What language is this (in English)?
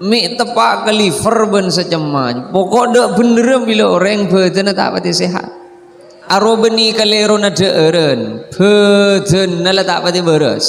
Madurese